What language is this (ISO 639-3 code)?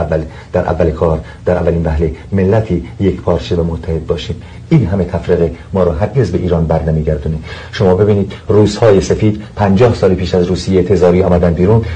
fas